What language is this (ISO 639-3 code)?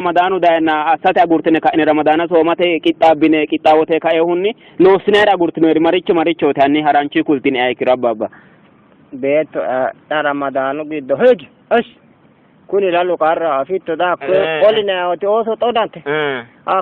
sid